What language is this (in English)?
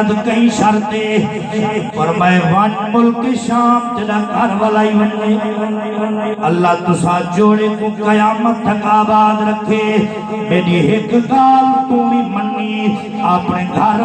Saraiki